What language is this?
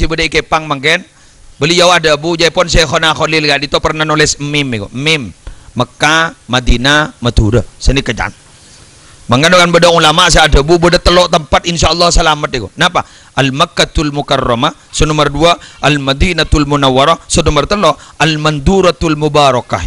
Madurese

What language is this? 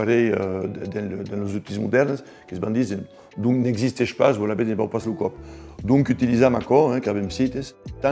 Occitan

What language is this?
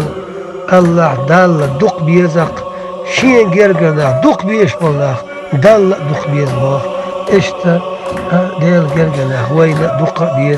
Chechen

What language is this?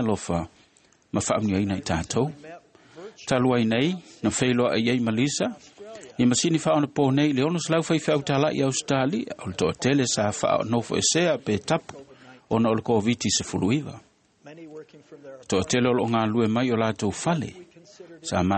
Samoan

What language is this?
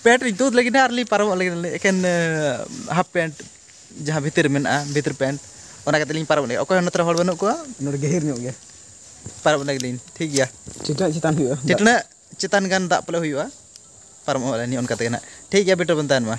Santali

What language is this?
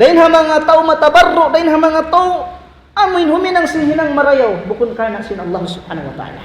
Tausug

